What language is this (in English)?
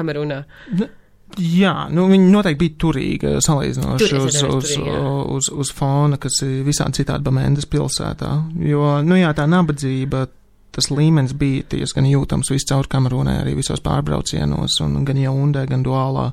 Latvian